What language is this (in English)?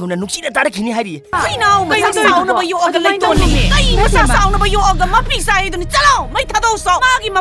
Manipuri